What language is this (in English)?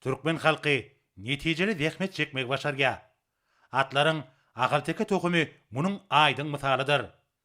Turkmen